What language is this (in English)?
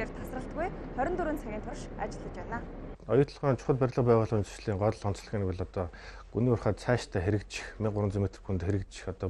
Mongolian